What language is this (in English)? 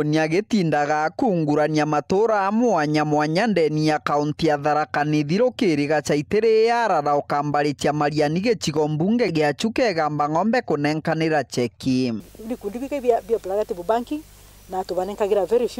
Meru